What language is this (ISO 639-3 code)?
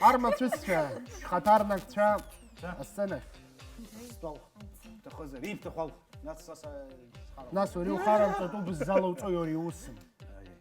abk